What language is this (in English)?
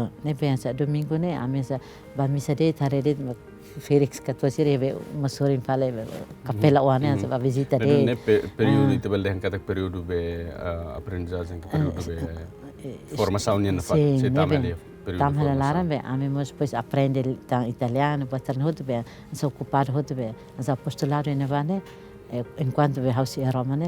Tetum